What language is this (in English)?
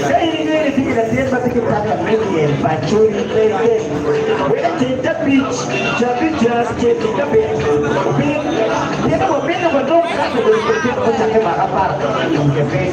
Acoli